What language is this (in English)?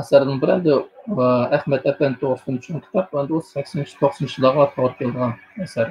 Uyghur